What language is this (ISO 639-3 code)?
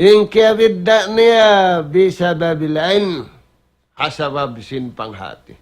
tsg